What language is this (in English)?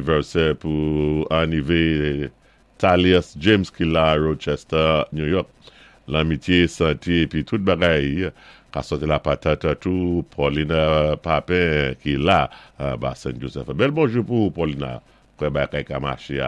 Saint Lucian Creole French